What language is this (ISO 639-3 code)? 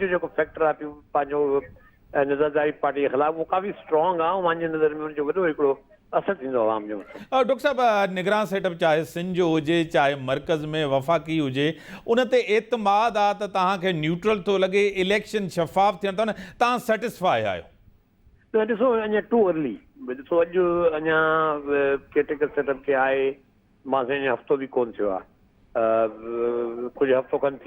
snd